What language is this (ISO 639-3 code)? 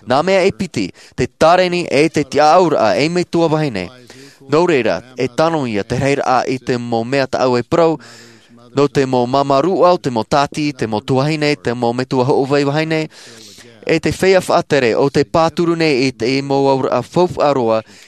tah